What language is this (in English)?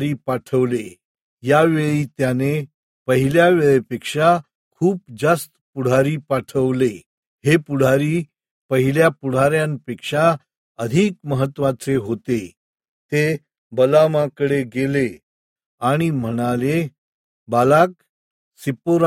Marathi